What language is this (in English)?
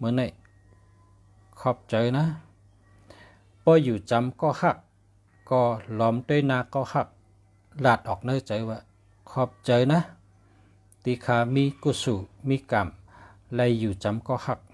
Shan